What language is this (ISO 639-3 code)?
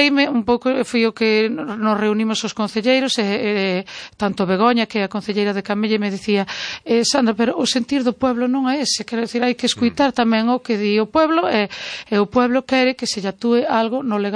glg